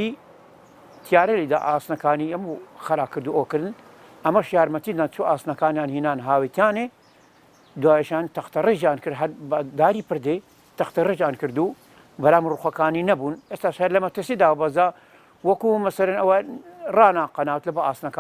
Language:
Central Kurdish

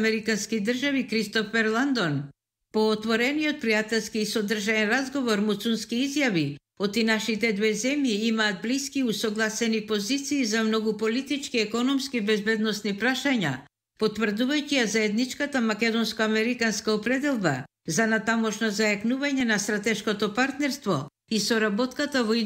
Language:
Macedonian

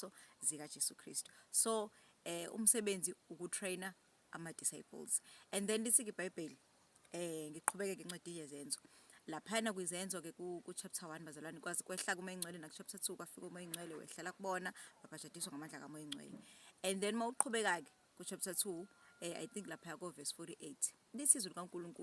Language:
Zulu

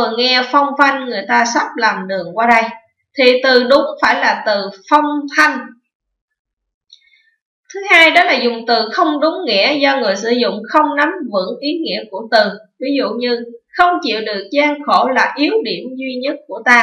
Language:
Vietnamese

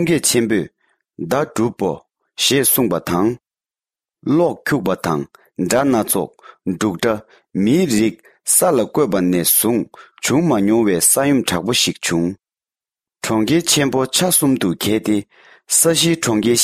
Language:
Tibetan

